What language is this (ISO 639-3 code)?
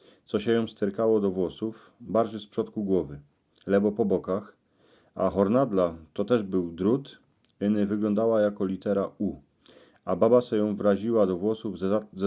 szl